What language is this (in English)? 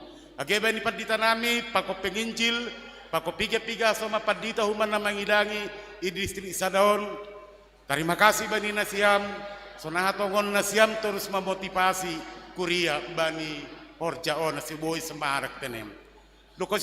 Batak Simalungun